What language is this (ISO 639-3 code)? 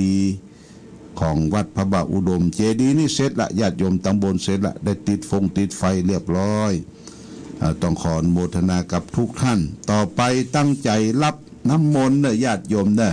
pli